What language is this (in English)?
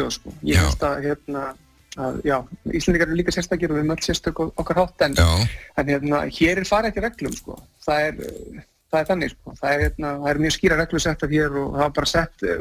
Icelandic